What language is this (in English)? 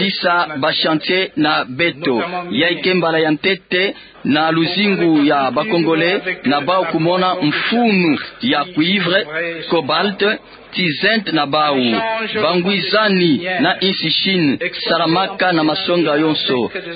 Kituba (Democratic Republic of Congo)